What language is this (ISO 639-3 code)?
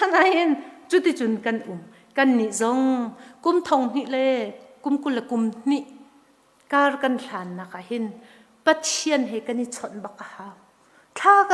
cnh